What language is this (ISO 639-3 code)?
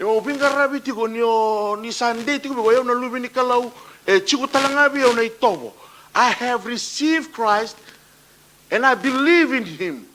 fij